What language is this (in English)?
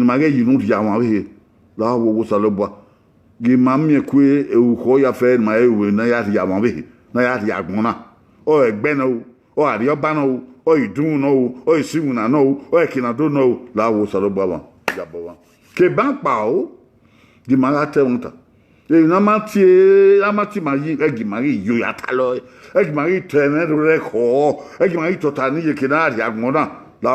Bini